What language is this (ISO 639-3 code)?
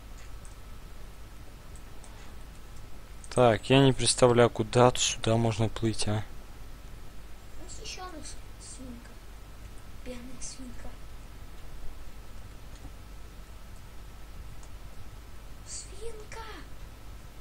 rus